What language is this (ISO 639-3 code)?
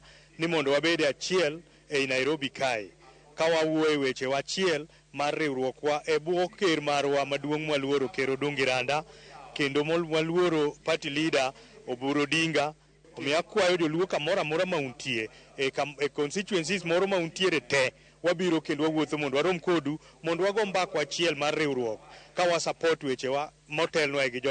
luo